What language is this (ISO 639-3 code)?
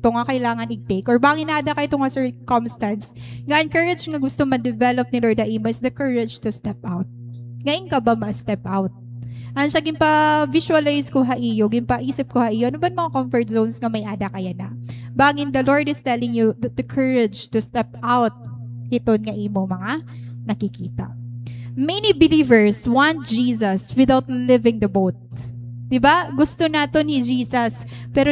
war